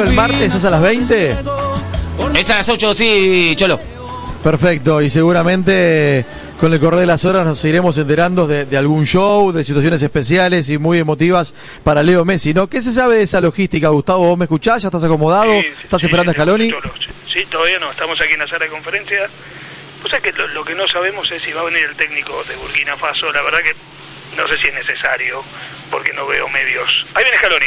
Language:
Spanish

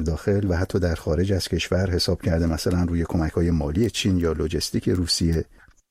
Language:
Persian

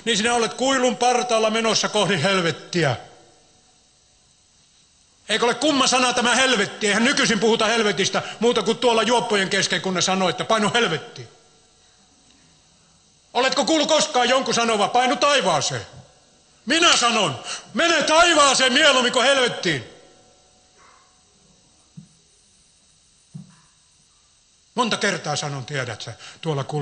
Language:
Finnish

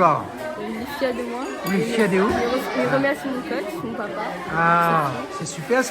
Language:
Réunion Creole French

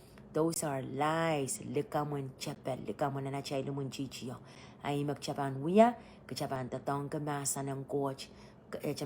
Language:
Pohnpeian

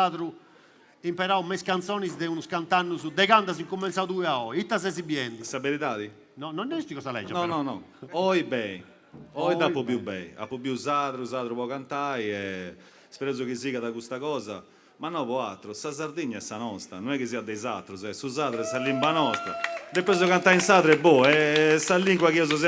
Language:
Sardinian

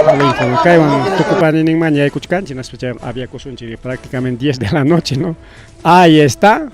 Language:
Ayacucho Quechua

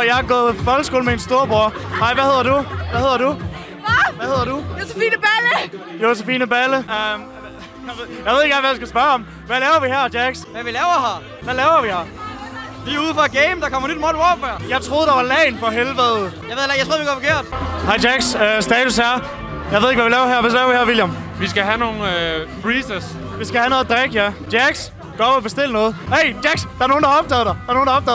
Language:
Danish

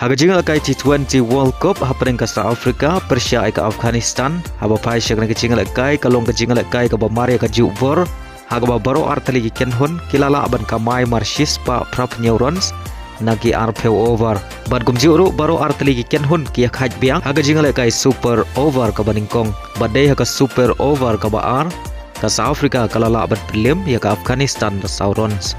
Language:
Khasi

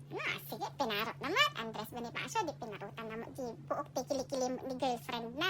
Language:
Iloko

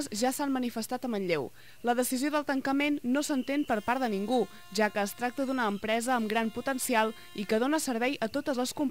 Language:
Catalan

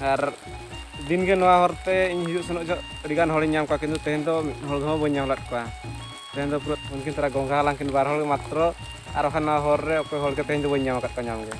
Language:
Santali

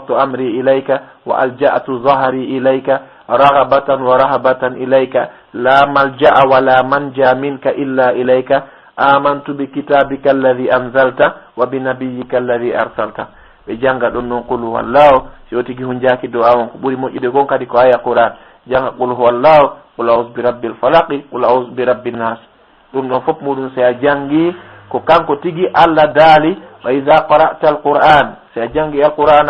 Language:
Fula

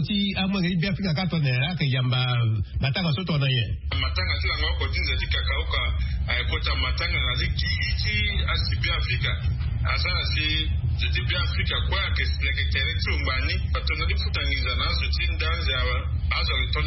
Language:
Sango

